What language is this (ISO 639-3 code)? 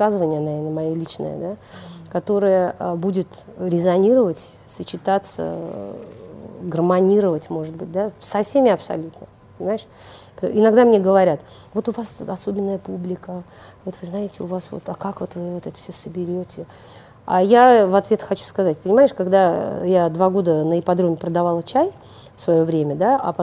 rus